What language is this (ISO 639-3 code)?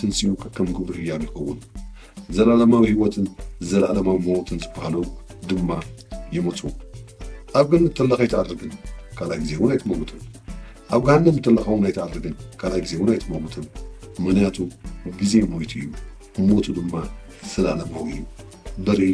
tir